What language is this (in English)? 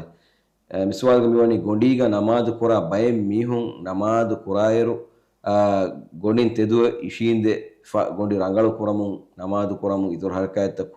Divehi